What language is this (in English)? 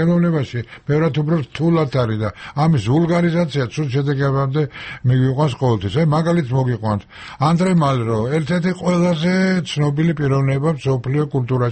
Georgian